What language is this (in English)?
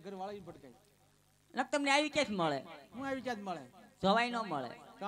Gujarati